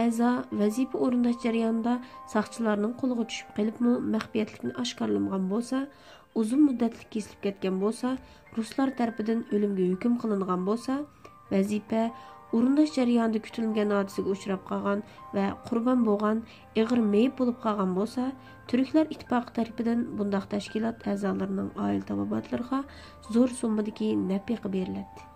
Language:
Uyghur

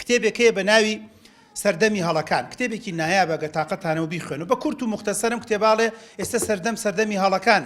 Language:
Central Kurdish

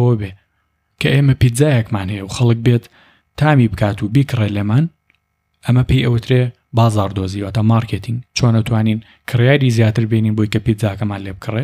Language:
Central Kurdish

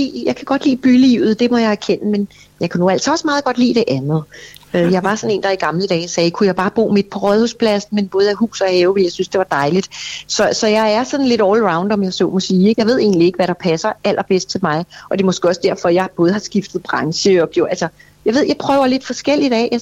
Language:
Danish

